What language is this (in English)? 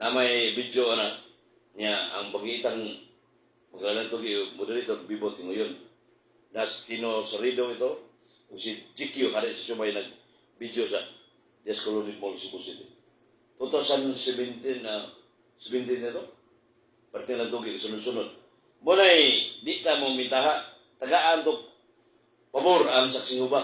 Cebuano